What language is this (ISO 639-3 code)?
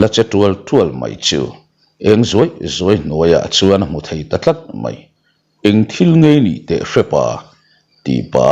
lus